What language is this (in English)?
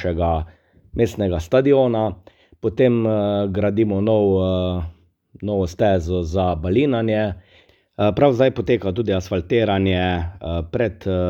Slovenian